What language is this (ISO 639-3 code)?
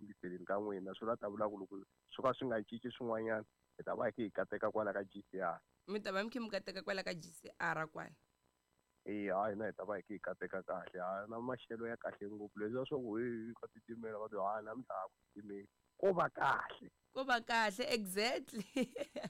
tso